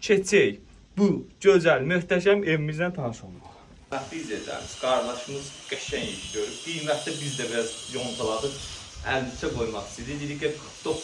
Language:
Azerbaijani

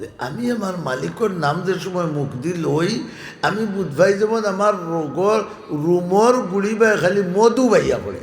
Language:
Sylheti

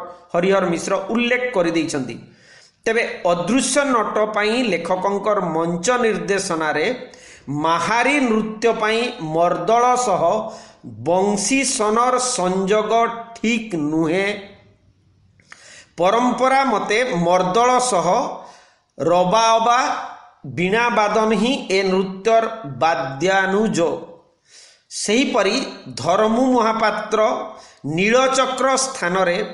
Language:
Odia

